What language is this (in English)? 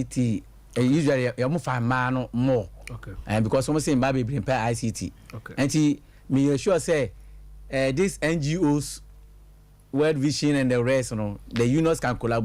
Akan